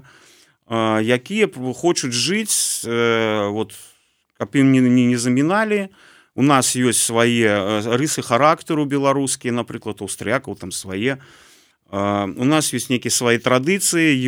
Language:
Belarusian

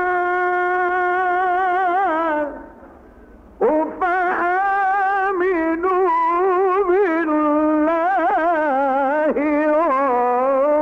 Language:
Arabic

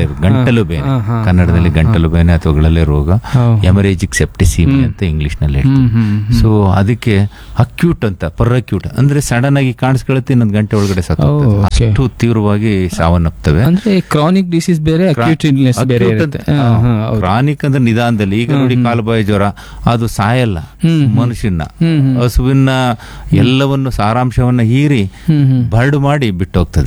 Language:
Kannada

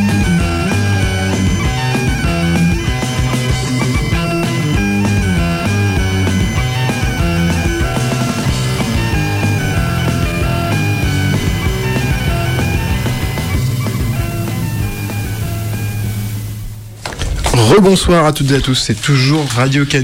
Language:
French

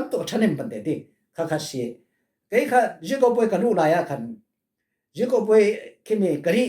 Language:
Falam Chin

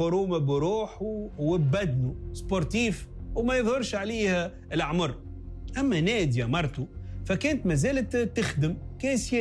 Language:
Tunisian Arabic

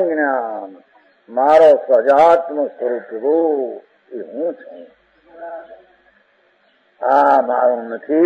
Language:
Gujarati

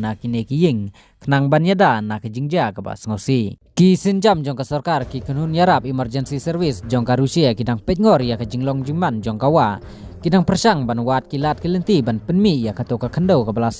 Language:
Khasi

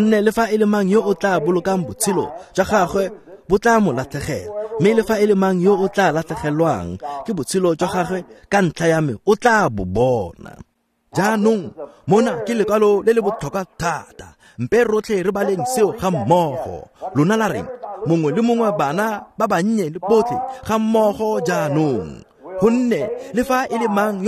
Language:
Tswana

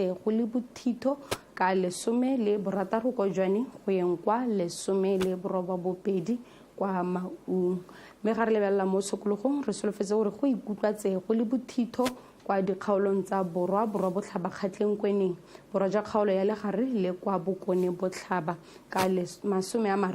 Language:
Tswana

